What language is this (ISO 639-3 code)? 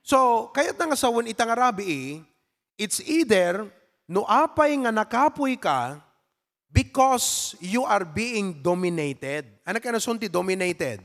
ilo